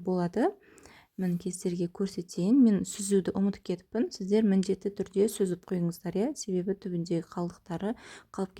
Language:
Kazakh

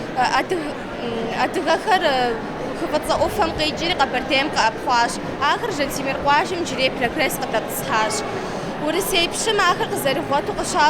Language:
Kabardian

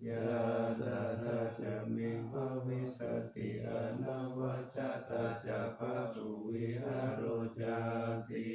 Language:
Pali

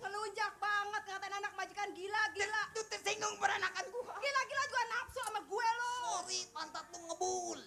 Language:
Betawi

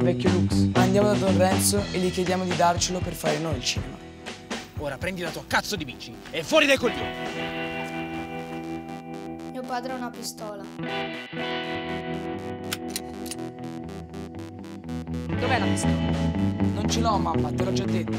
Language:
Italian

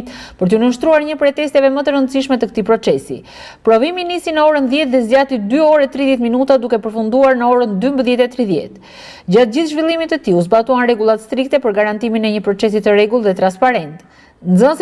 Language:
Albanian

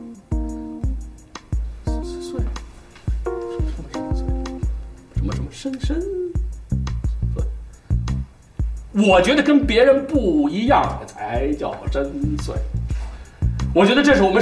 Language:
Chinese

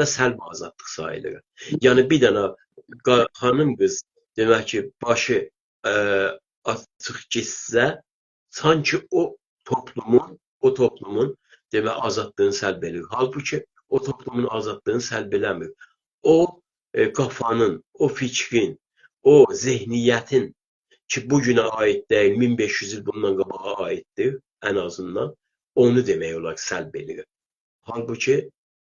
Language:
South Azerbaijani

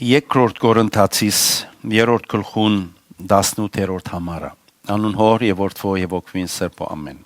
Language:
Western Armenian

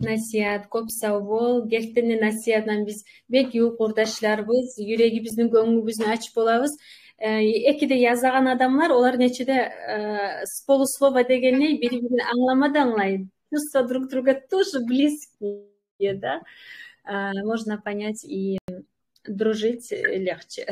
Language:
Kumyk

